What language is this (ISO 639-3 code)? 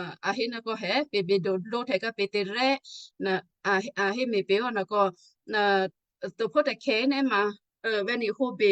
kyu